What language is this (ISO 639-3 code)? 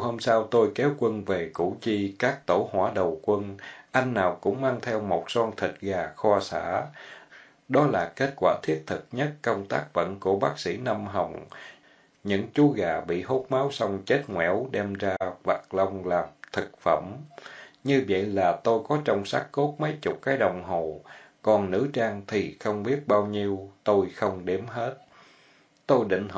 vie